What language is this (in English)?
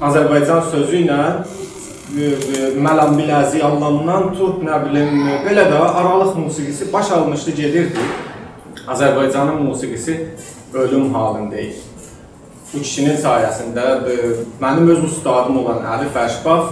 South Azerbaijani